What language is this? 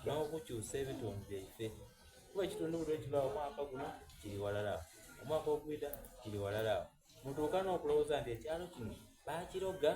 Soga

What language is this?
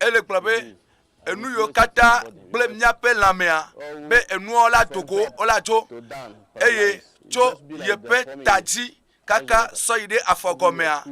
Ewe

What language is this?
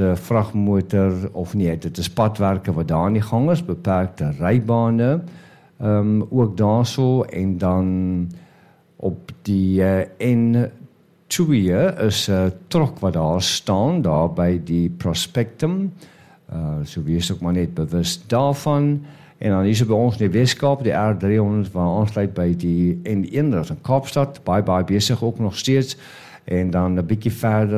Afrikaans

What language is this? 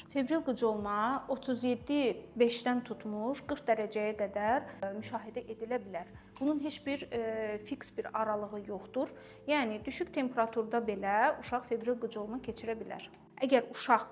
Azerbaijani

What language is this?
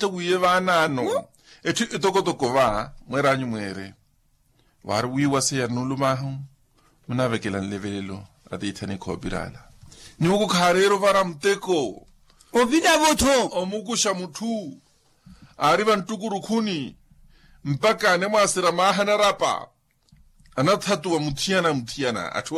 Makhuwa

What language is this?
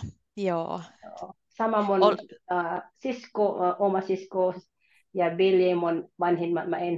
Finnish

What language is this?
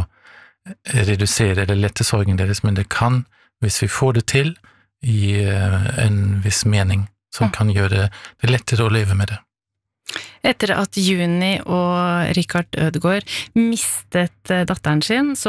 Norwegian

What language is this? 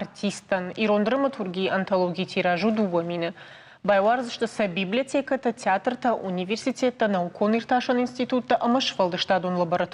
Ossetic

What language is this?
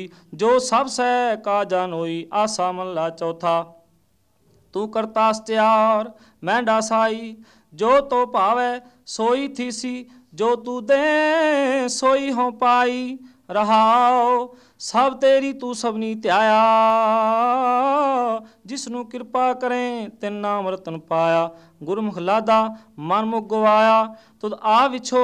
Punjabi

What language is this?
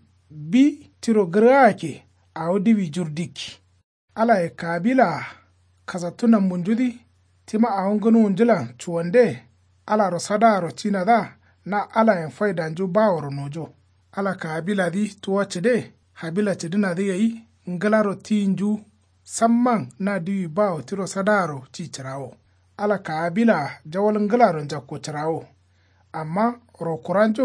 Kanuri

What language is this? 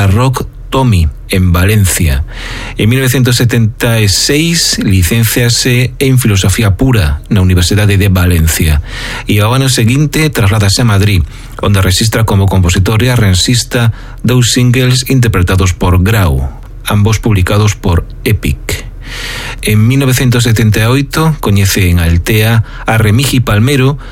Galician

